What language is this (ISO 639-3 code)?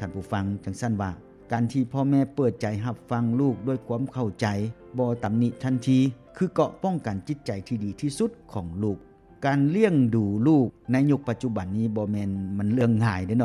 lao